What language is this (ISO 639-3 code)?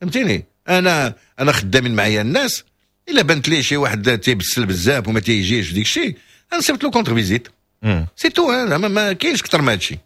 ary